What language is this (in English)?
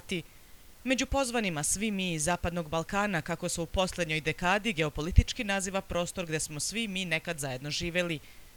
Serbian